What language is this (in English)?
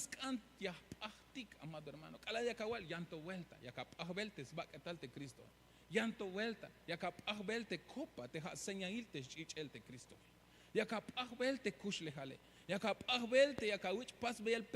Tzeltal